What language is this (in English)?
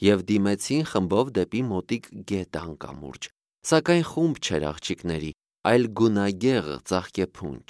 Armenian